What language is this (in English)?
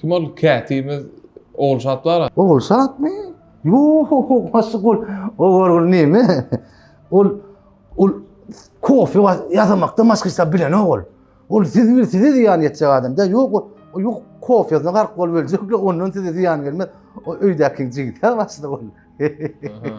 Turkmen